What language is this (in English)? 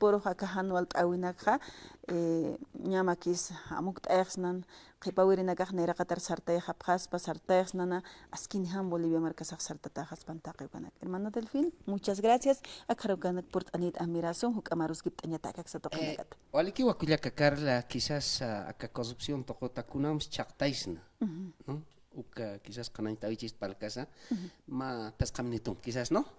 Aymara